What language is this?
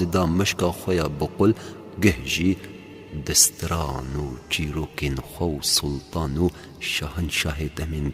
Kurdish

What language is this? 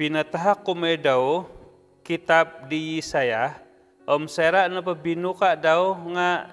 Central Dusun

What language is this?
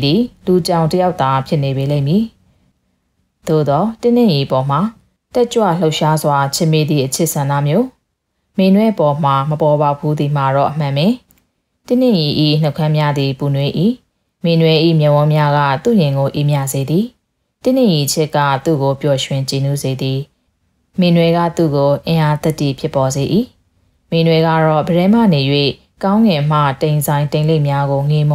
Burmese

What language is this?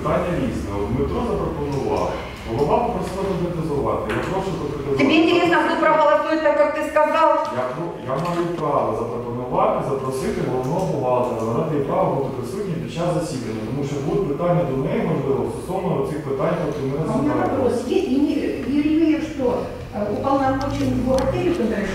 Ukrainian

